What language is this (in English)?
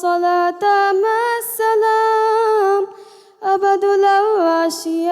Divehi